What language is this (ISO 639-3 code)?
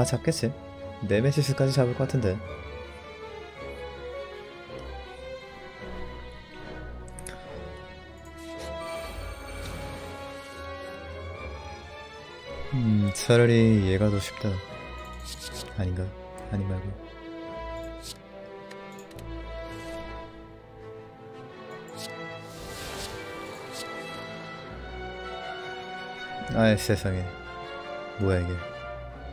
kor